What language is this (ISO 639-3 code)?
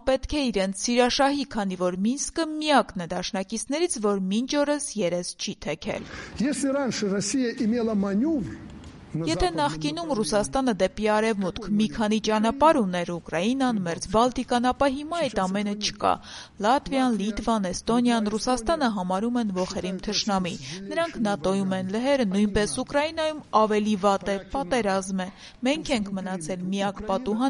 hye